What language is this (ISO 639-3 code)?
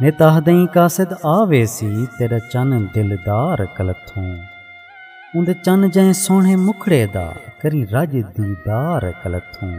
skr